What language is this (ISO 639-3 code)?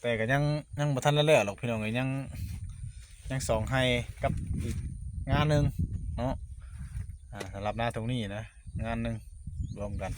tts